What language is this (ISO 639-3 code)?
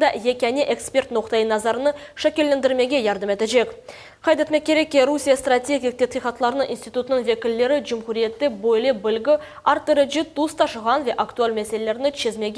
crh